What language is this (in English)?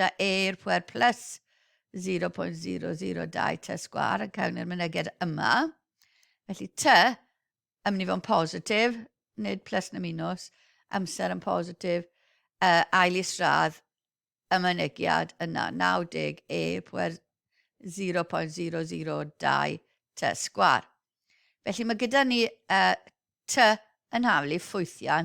Welsh